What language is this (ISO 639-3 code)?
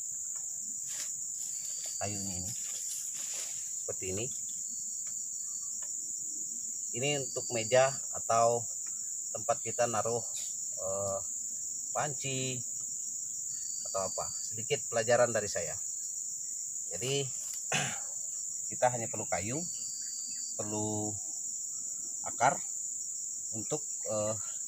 ind